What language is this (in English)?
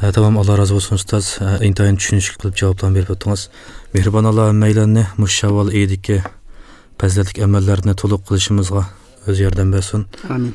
Uyghur